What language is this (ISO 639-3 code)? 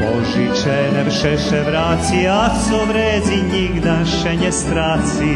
rue